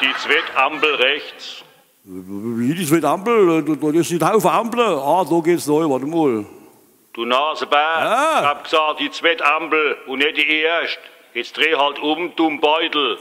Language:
Palatine German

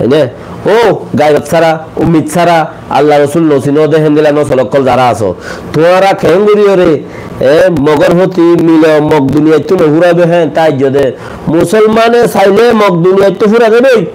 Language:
Rohingya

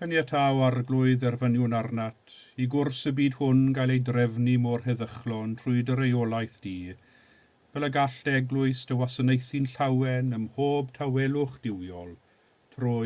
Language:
Welsh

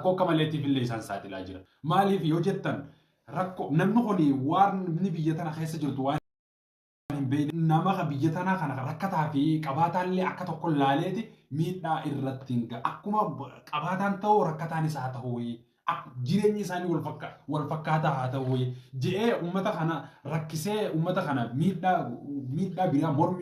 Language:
Oromo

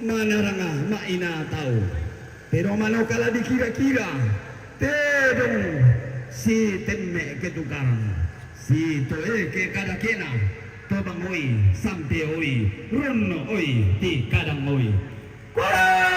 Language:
Toraja-Sa'dan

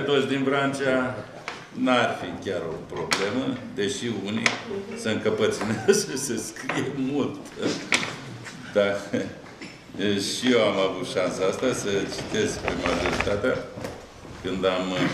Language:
Romanian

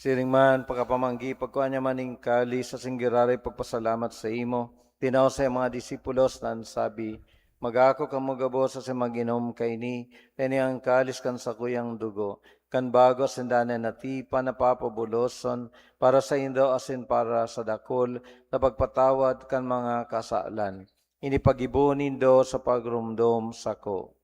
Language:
Bikol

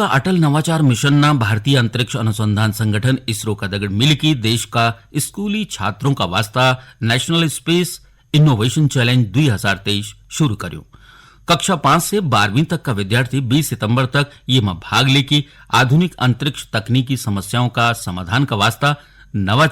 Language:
Garhwali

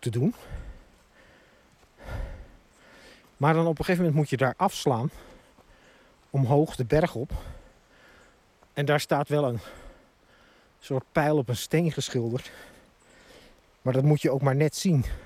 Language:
Dutch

